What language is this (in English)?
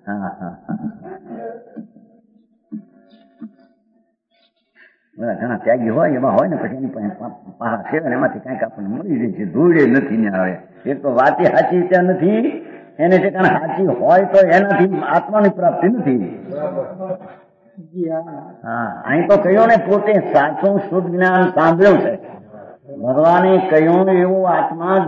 Gujarati